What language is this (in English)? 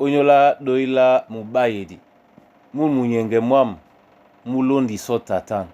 Duala